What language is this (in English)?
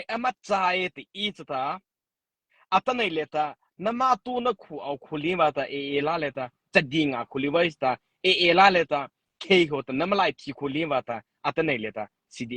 Mara Chin